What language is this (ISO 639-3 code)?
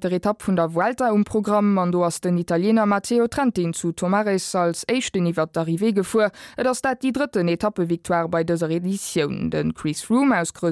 ltz